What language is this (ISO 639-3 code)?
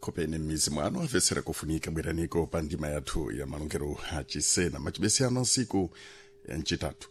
seh